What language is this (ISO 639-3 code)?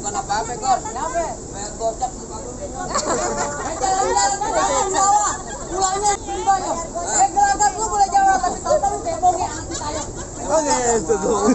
bew